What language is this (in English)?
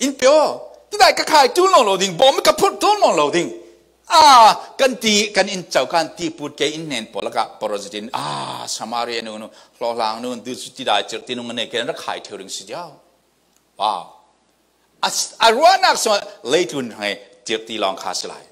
Falam Chin